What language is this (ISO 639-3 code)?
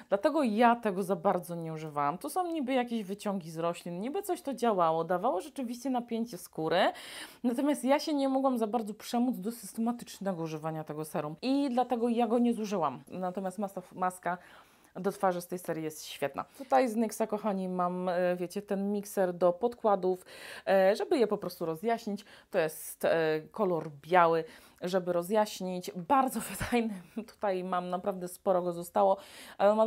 pol